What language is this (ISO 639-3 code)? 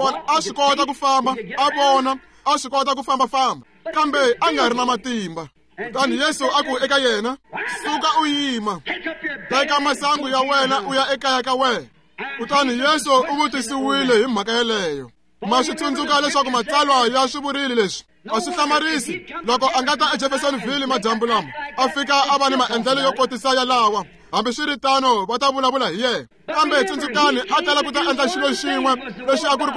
tso